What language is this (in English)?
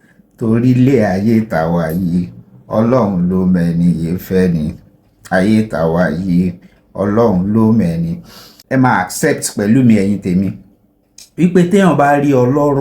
Yoruba